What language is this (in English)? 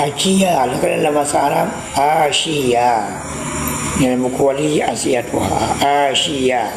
Achinese